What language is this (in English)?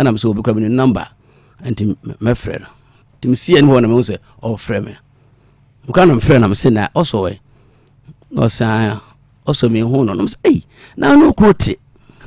Akan